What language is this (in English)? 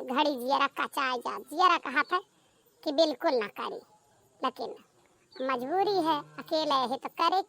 Awadhi